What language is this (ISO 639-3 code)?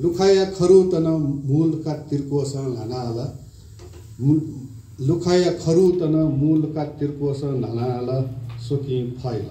new